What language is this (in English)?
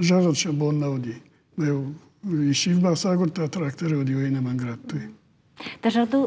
Ossetic